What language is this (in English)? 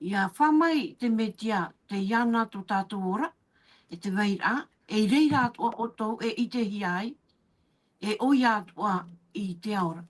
Tahitian